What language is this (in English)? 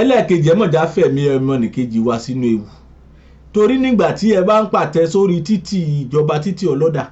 Yoruba